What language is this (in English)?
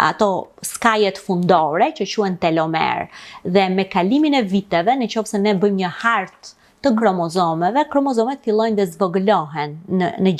Albanian